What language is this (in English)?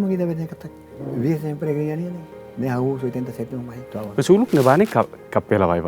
Tetum